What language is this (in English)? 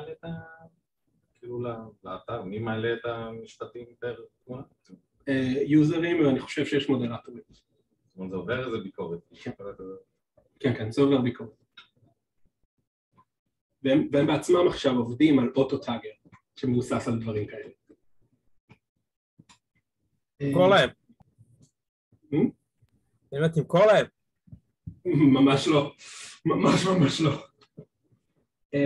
Hebrew